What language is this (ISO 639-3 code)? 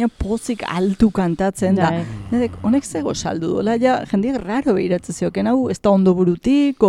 eus